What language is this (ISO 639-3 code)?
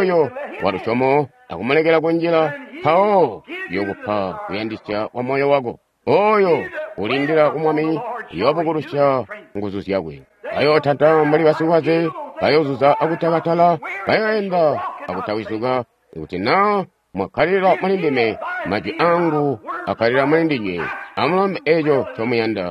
toi